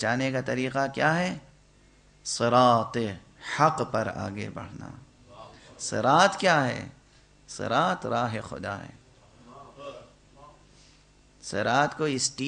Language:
Urdu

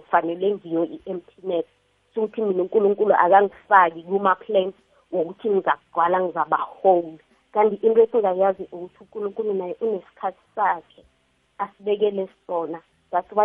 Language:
South Ndebele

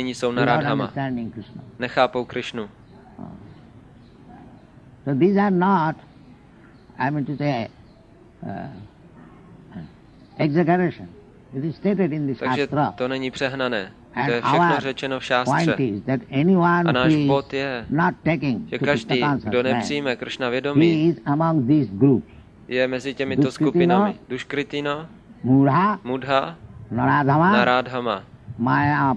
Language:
Czech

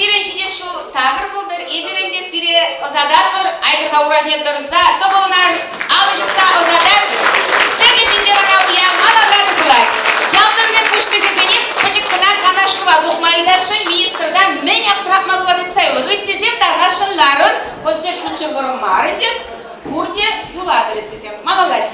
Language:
Chuvash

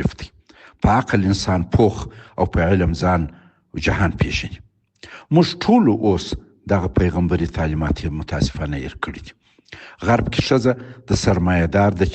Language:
Pashto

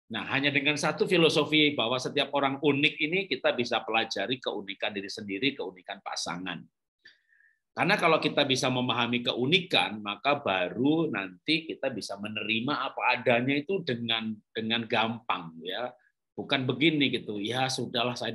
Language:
Indonesian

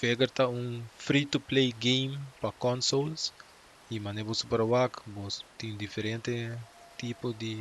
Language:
Papiamento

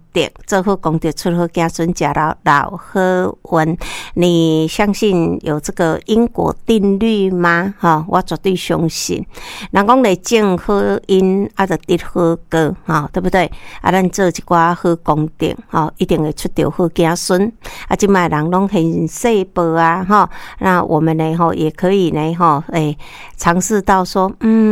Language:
Min Nan Chinese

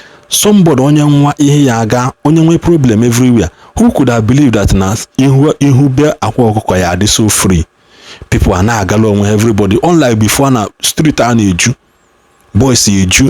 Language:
Igbo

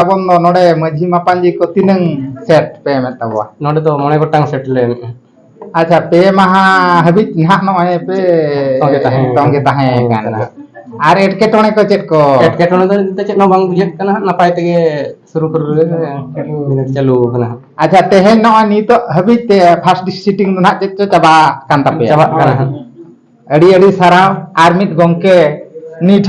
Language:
Santali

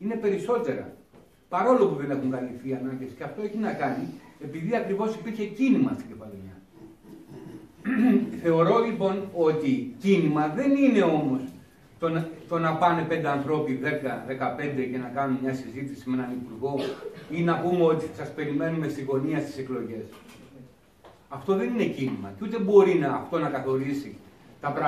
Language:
Greek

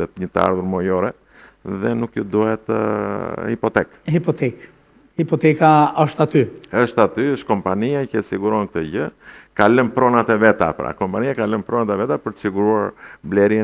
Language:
Albanian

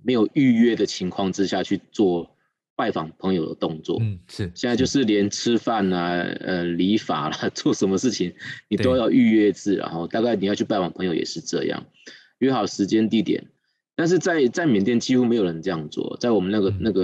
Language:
Chinese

